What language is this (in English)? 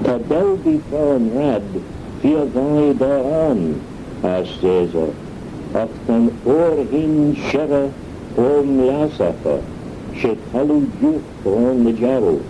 Manx